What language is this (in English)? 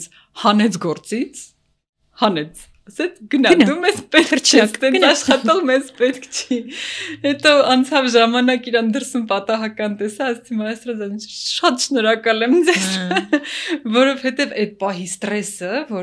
Armenian